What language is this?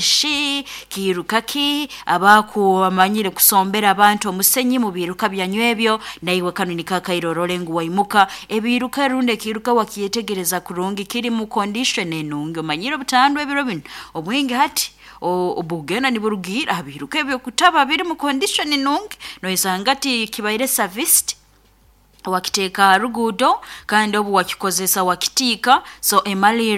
Nyoro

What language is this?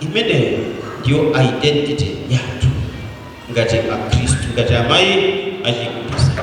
Nyanja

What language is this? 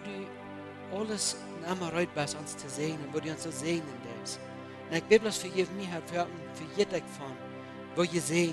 Plautdietsch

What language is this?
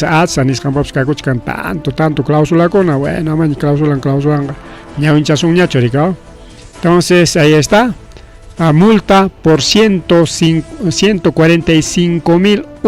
Ayacucho Quechua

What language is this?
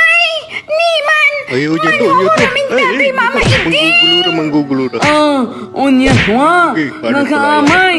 Pangasinan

